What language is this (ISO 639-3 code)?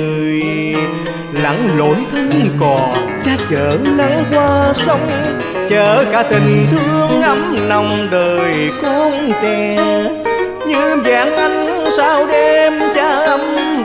vie